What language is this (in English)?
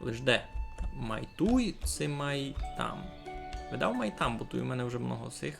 Rusyn